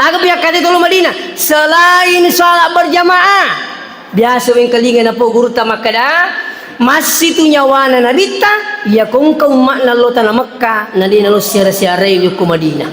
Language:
Buginese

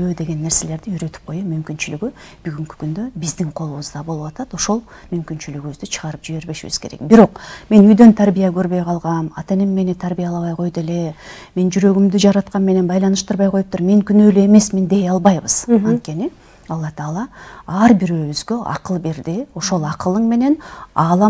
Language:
Kyrgyz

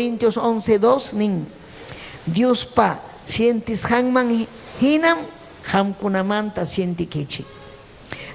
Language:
Ayacucho Quechua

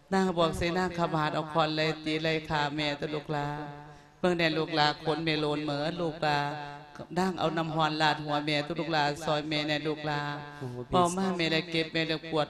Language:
Lao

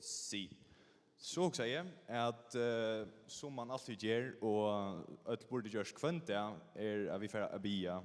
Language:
Faroese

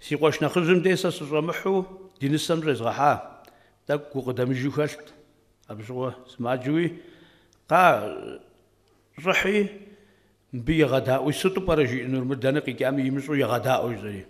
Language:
Kabardian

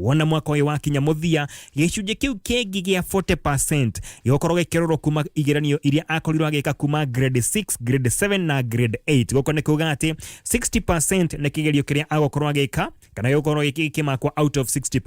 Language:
Kikuyu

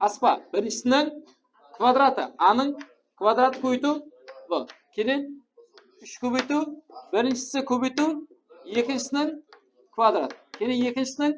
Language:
Kara-Kalpak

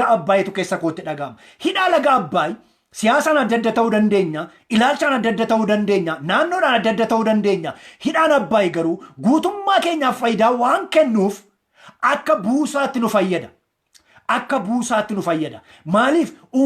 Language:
Oromo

